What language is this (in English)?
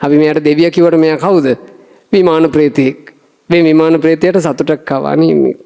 Sinhala